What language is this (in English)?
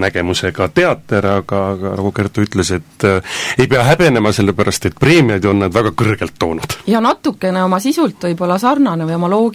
Estonian